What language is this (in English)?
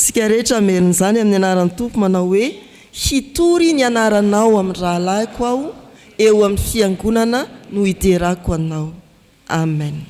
Malagasy